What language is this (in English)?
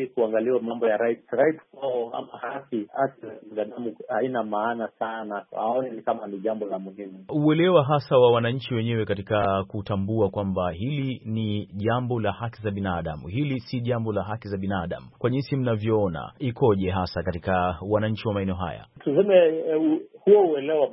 Swahili